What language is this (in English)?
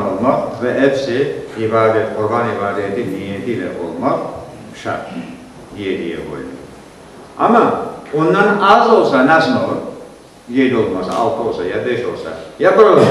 Crimean Tatar